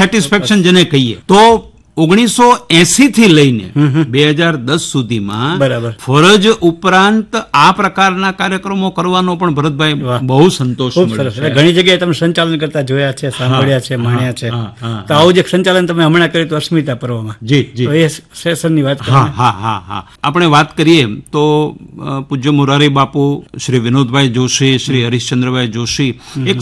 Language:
Gujarati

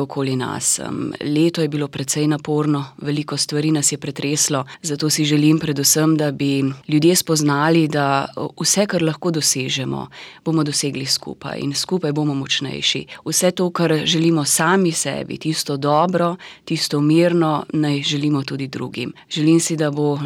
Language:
Slovenian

